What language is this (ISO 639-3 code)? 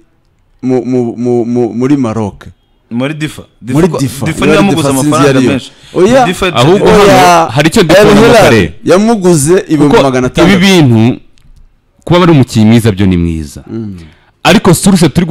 kin